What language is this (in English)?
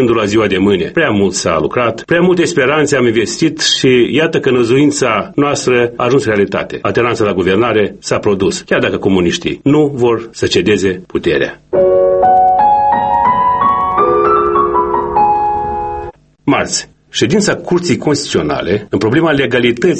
Romanian